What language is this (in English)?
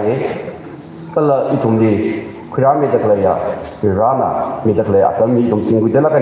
Tangkhul Naga (India)